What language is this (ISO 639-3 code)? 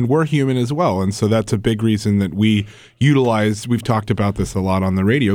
eng